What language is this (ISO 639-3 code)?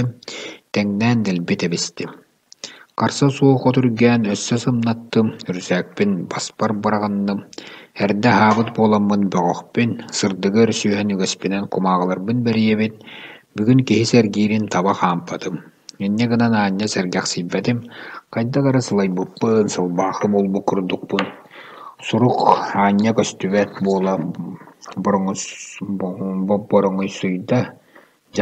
sah